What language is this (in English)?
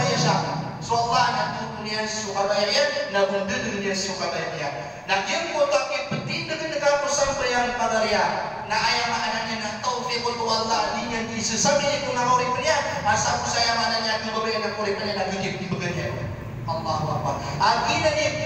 Maranao